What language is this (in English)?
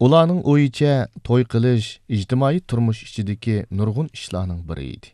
Uyghur